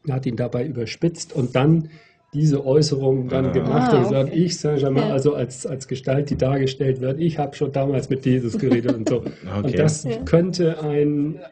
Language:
German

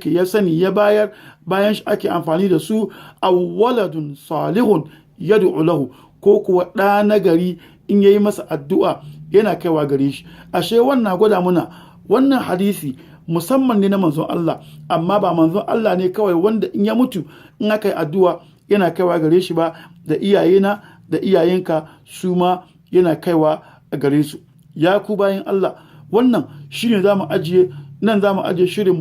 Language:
Hausa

